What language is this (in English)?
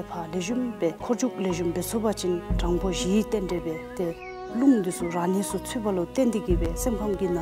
Dzongkha